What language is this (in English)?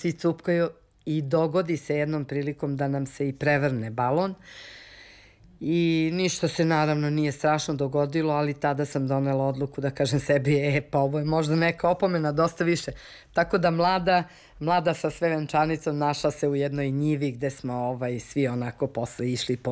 Serbian